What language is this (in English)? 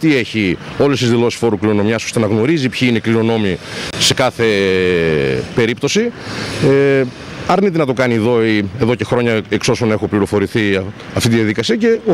Greek